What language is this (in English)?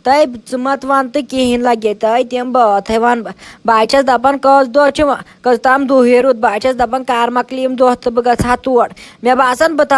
Kashmiri